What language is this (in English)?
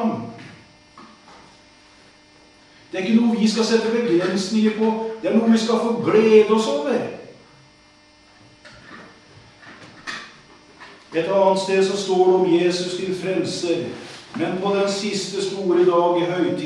Norwegian